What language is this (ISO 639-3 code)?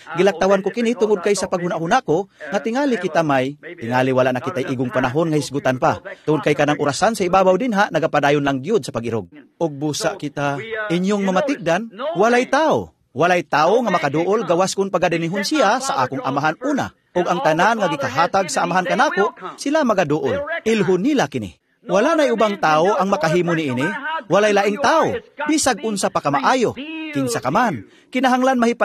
ceb